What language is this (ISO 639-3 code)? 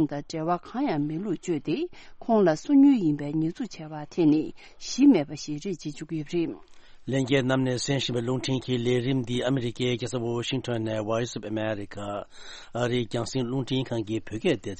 bod